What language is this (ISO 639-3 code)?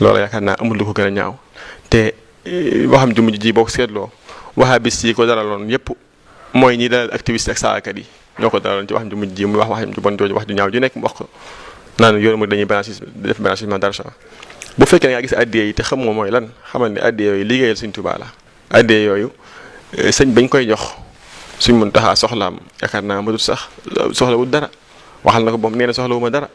wol